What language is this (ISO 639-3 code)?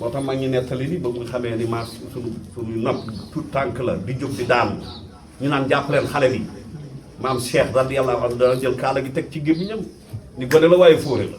wol